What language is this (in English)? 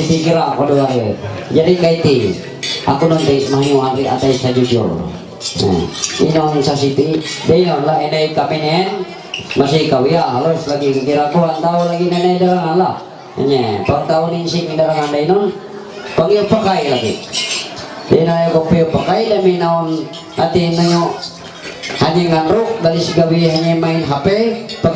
Ma'anyan